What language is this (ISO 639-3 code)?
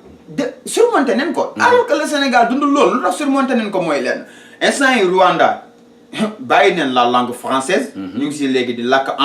wol